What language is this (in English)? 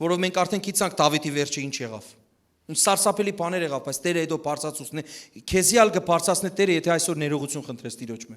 Western Armenian